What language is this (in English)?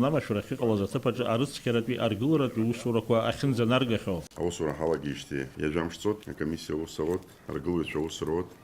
Abkhazian